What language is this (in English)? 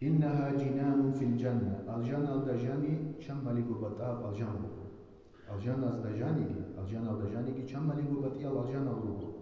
Avaric